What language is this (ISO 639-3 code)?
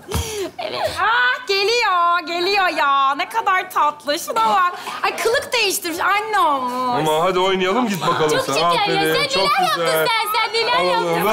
tur